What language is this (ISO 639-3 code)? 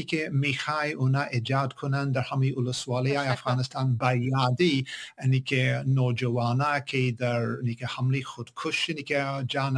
fas